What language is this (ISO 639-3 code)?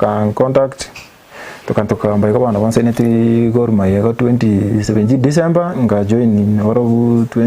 guz